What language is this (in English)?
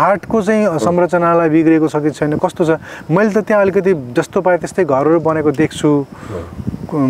Nepali